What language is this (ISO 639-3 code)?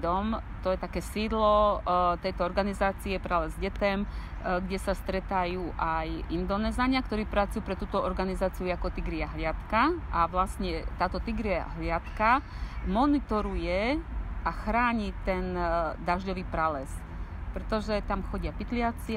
slk